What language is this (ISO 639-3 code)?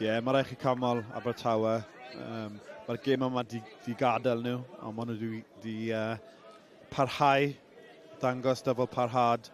cym